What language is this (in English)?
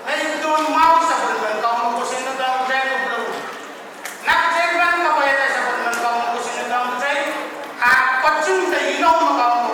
Pohnpeian